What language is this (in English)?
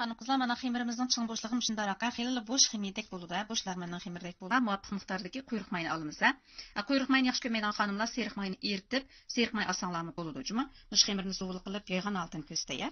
Uyghur